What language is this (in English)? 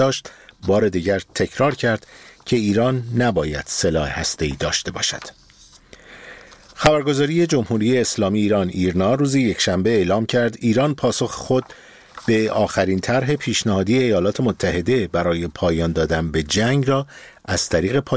Persian